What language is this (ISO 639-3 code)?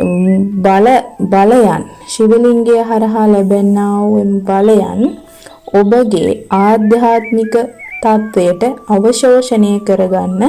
sin